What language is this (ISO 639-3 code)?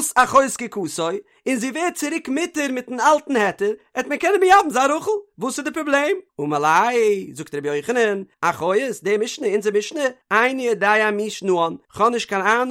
yid